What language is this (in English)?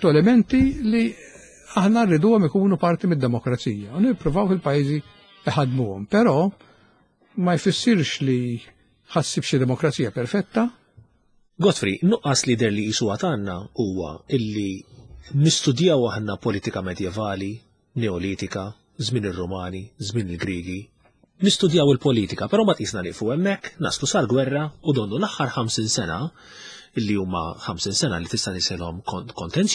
Maltese